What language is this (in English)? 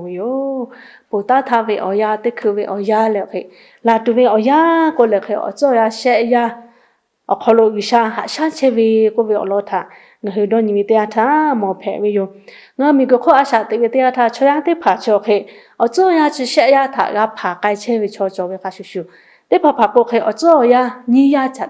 Lahu